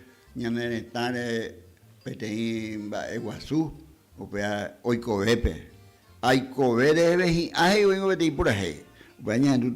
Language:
Guarani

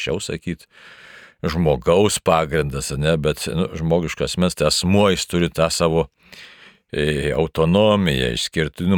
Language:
Lithuanian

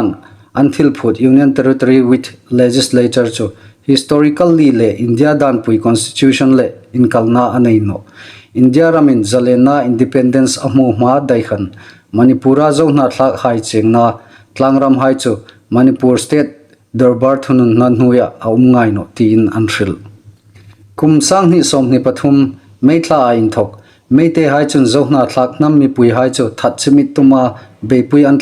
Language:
Hmar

